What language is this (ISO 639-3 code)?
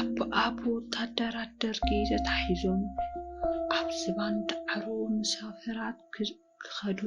tir